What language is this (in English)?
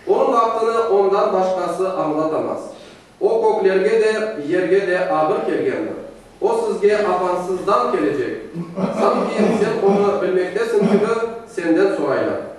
Crimean Tatar